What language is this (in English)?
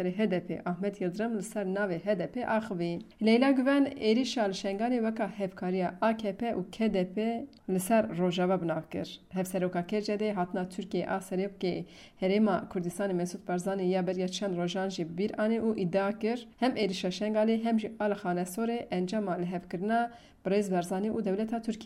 Kurdish